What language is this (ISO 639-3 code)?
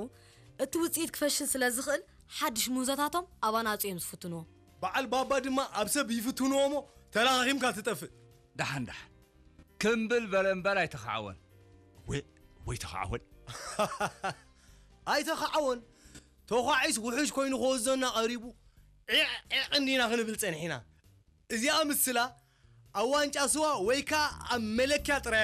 tir